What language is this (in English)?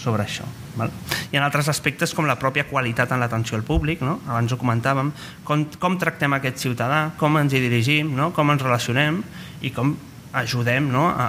Catalan